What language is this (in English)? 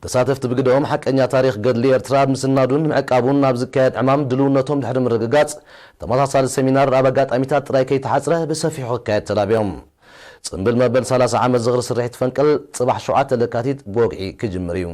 Tigrinya